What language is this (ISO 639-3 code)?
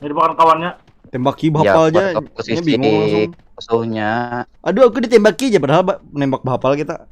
bjn